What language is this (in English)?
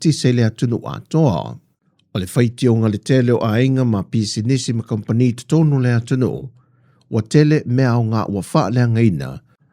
Samoan